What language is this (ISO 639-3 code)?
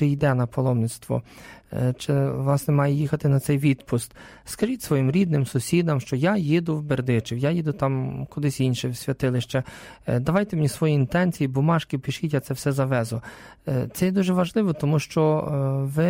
ukr